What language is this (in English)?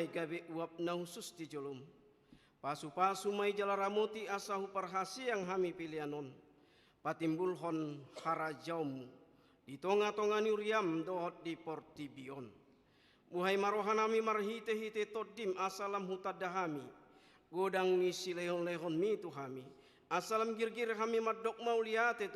Batak Toba